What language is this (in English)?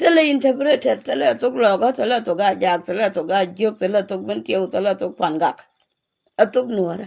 Nuer